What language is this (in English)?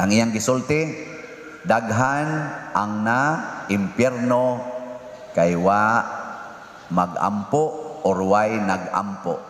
Cebuano